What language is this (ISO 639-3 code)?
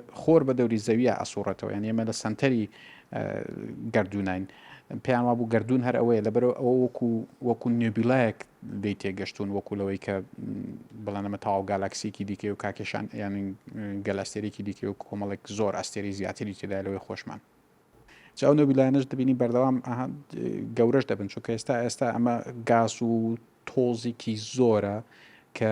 ckb